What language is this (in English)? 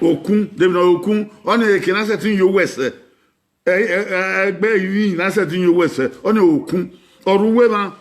Bini